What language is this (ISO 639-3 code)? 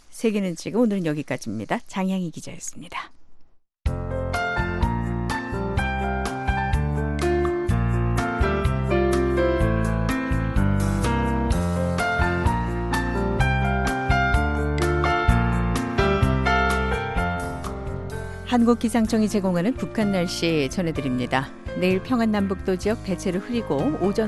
kor